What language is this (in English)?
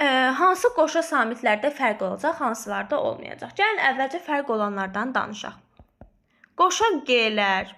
Azerbaijani